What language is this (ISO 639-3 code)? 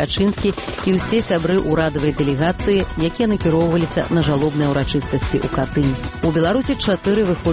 bel